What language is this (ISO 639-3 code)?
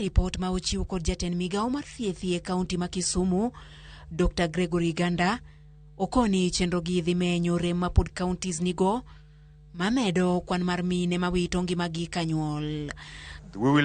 luo